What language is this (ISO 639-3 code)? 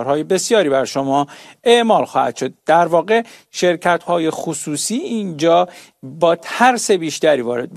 fas